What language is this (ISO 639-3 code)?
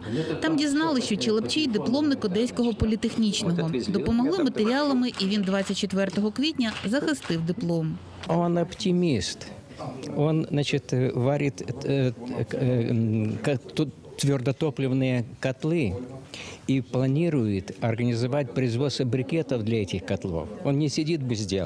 ukr